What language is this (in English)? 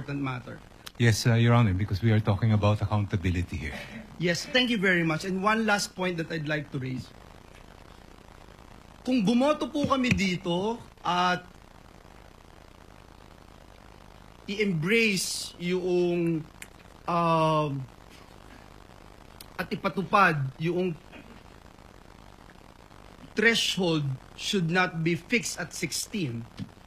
Filipino